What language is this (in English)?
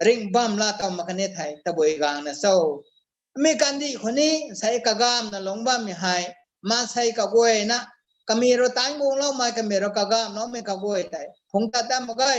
Rongmei Naga